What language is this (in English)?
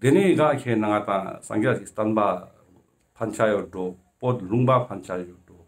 Ladakhi